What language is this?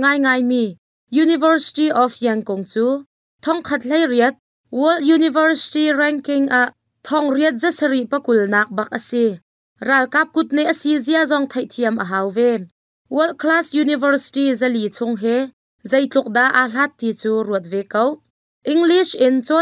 Hakha Chin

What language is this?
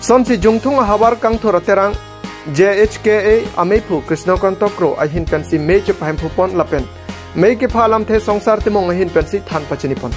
Karbi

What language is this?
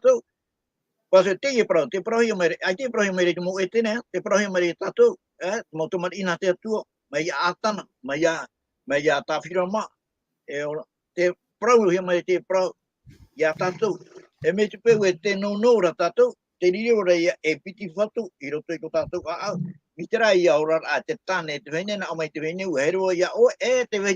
Tahitian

